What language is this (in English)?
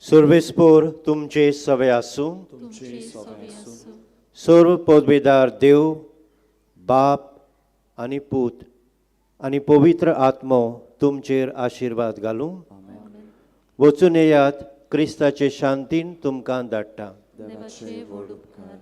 Konkani